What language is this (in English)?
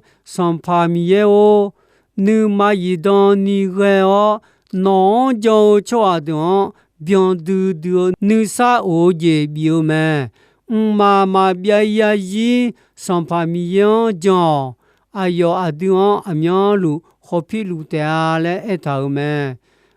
Akha